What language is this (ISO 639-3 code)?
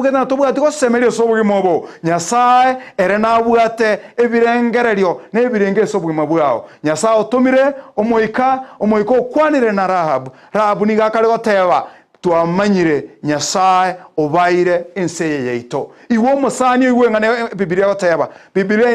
guz